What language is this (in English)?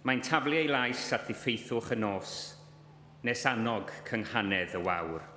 Welsh